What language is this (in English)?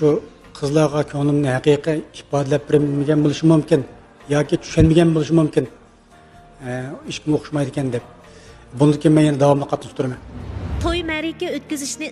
Uyghur